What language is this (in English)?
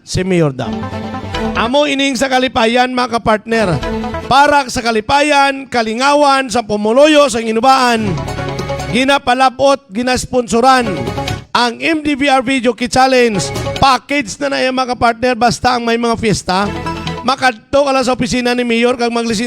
Hiligaynon